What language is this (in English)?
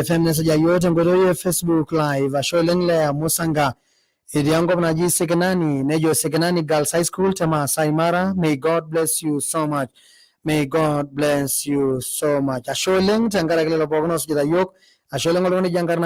Masai